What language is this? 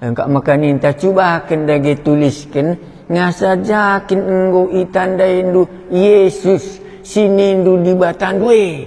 Batak Karo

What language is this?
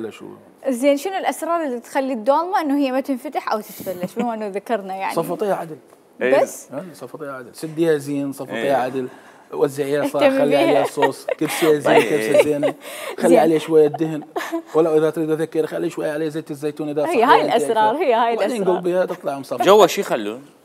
Mesopotamian Arabic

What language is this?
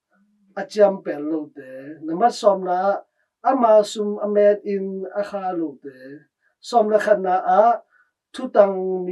Tedim Chin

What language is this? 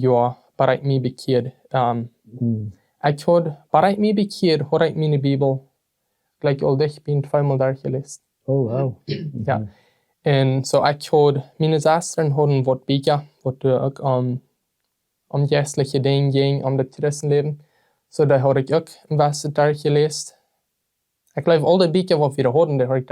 Plautdietsch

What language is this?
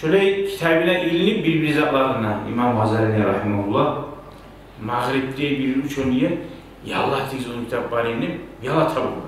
Kumyk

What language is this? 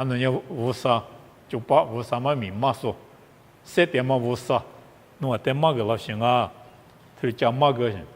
Lisu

